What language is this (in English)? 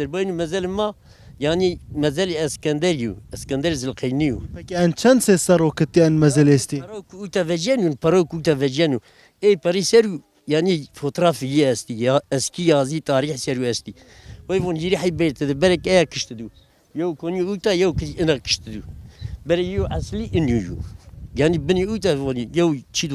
Kurdish